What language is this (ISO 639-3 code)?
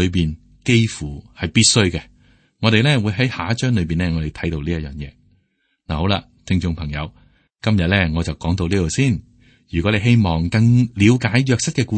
yue